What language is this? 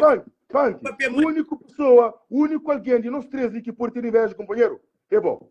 Kabuverdianu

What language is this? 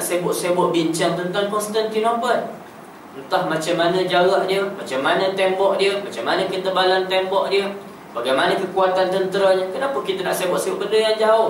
Malay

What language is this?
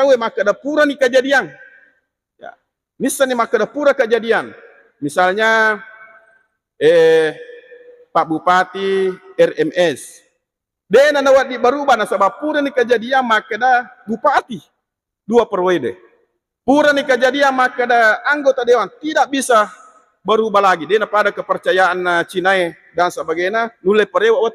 Buginese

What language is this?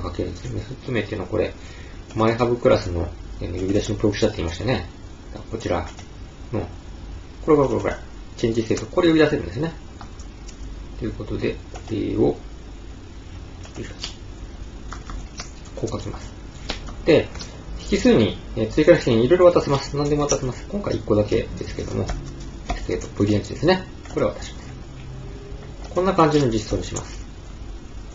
Japanese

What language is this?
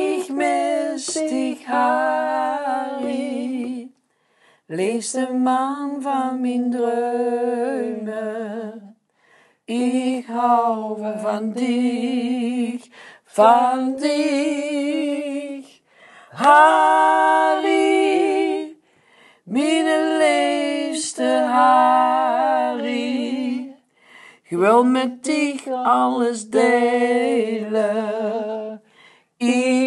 Limburgish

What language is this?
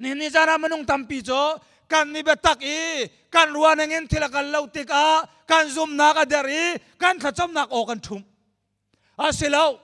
Hakha Chin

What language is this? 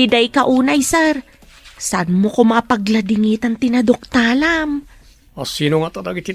Iloko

